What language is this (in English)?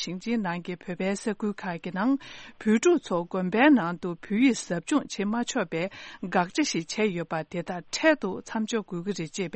Tibetan